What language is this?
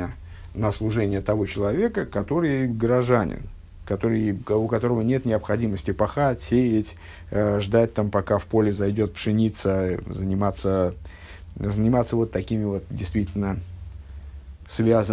Russian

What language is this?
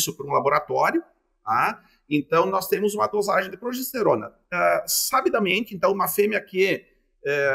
Portuguese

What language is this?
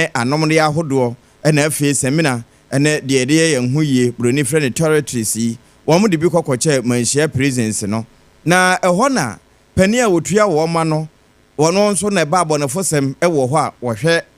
Akan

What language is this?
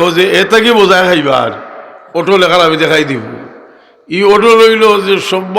Sylheti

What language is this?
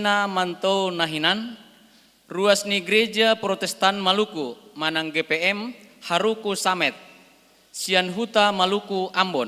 Batak Toba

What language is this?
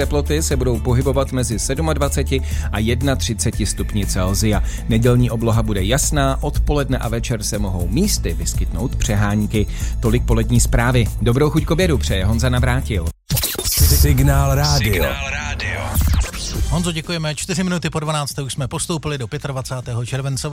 Czech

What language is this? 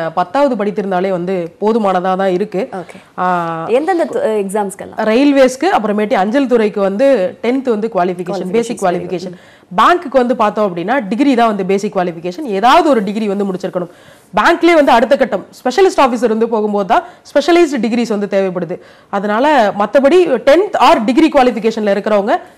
Tamil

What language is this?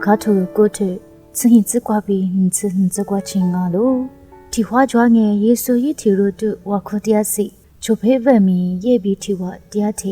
Lisu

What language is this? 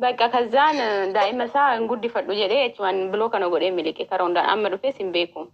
Oromo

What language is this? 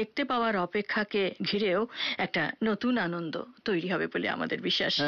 Bangla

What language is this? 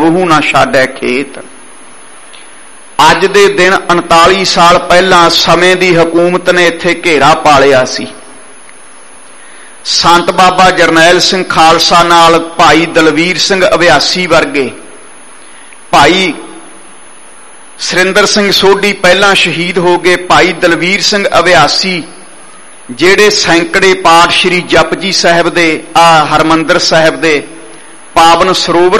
Punjabi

